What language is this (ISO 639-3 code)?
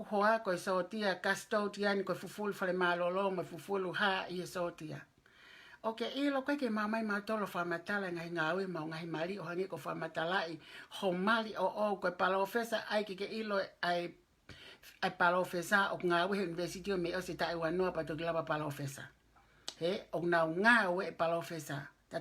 ton